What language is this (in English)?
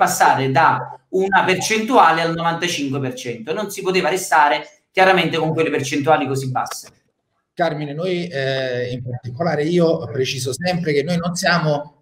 Italian